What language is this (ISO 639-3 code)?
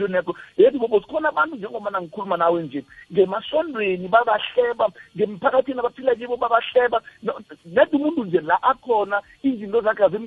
nbl